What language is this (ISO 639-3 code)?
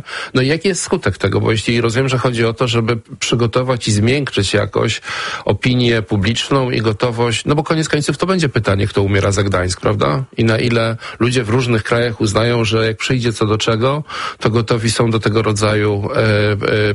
pol